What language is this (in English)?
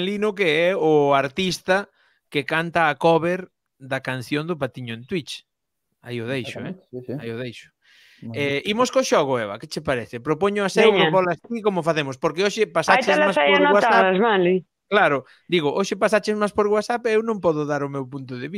Galician